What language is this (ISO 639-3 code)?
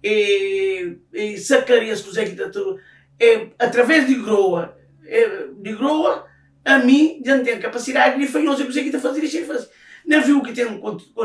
kea